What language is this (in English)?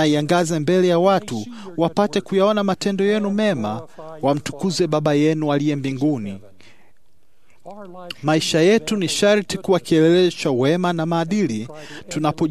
Swahili